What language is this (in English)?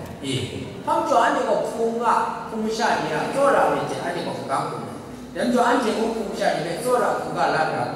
Kachin